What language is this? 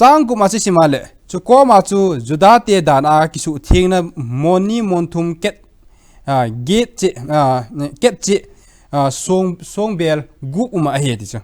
Thado Chin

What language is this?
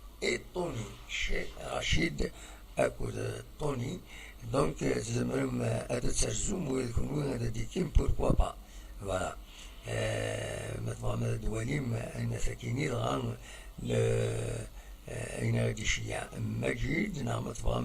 Kabyle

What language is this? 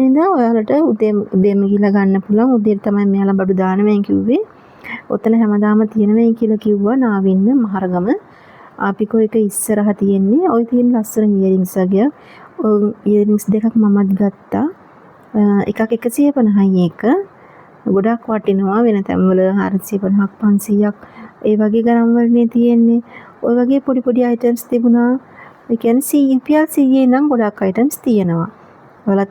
Sinhala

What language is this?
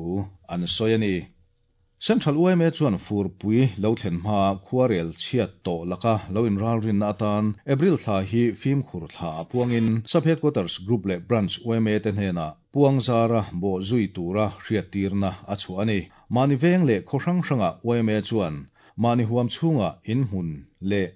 Mizo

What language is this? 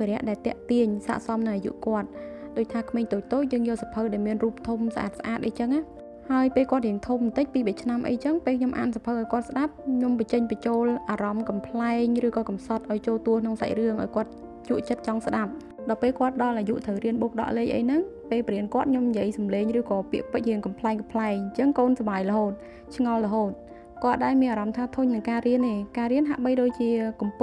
Khmer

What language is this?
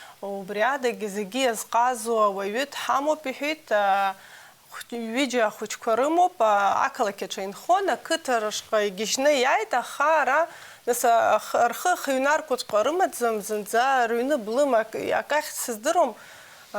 Abkhazian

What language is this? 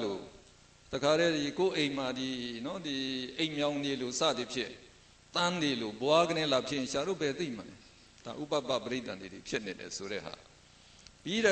Burmese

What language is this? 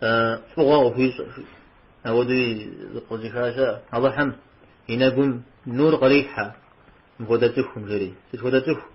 Kabardian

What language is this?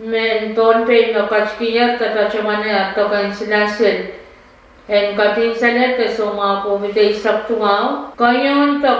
Pohnpeian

